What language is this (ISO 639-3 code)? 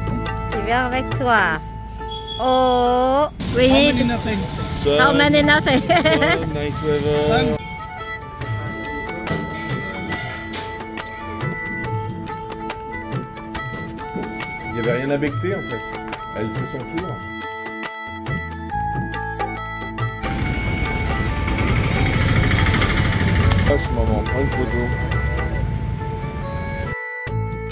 fra